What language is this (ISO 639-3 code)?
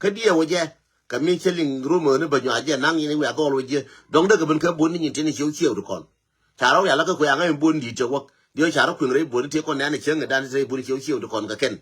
nus